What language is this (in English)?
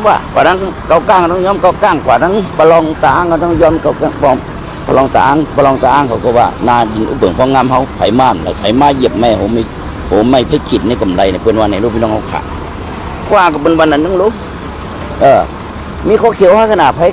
Shan